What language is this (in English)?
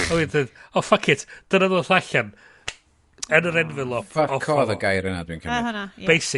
Welsh